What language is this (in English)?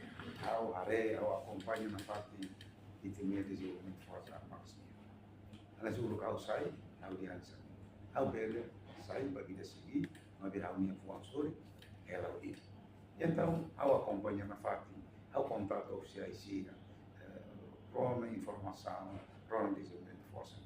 Tetum